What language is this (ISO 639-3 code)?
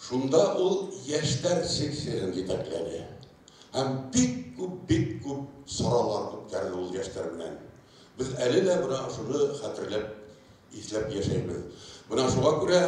bak